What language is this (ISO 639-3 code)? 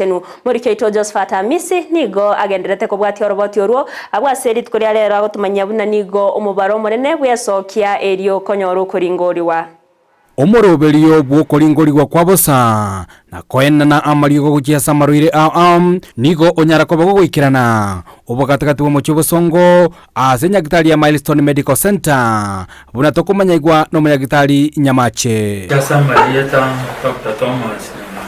guz